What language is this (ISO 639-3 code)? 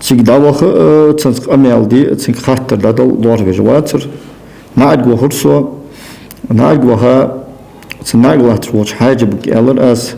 inh